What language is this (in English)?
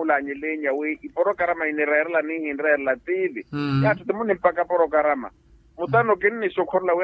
Makhuwa